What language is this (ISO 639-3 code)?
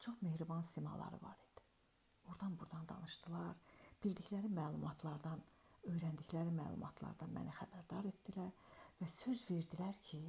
aze